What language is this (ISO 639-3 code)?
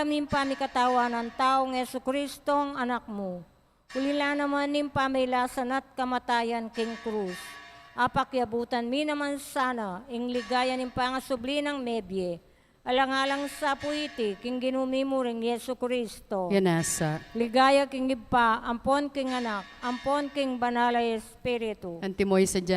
pam